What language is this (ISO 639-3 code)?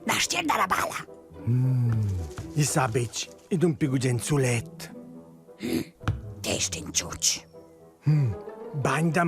roh